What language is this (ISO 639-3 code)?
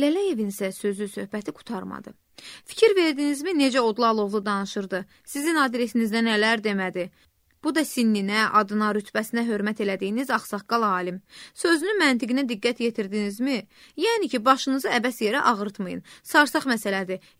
aze